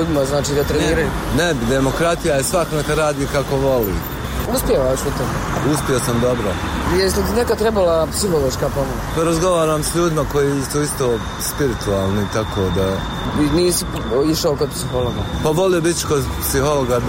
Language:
Bosnian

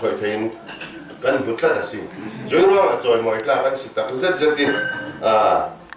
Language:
Falam Chin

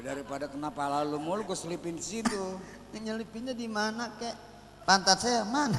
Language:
Betawi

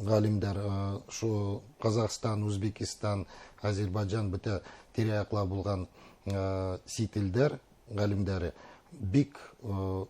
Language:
Bashkir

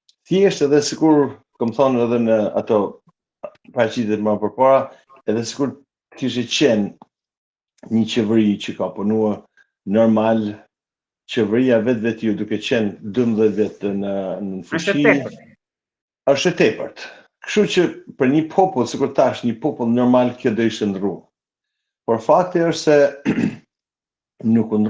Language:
Albanian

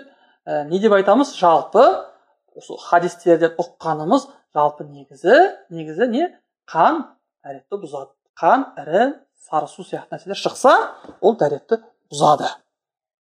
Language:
Kazakh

